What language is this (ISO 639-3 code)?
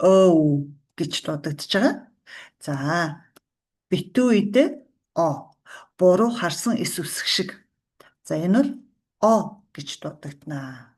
mon